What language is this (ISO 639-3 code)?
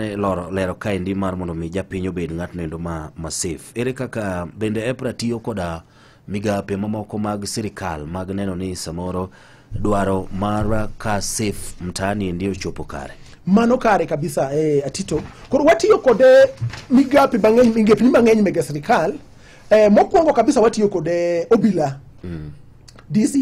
luo